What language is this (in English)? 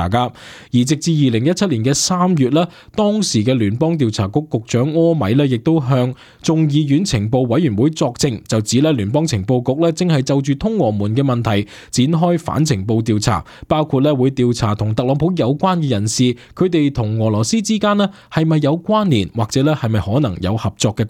Cantonese